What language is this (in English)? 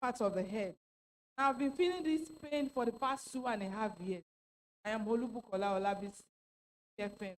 Ewe